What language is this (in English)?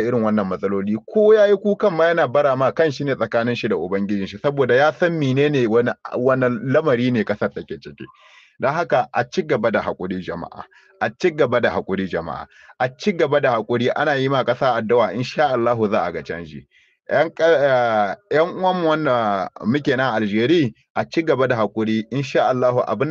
Hausa